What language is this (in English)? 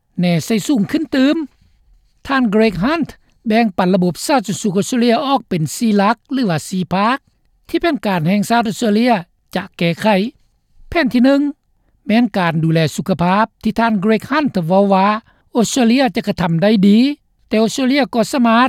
Lao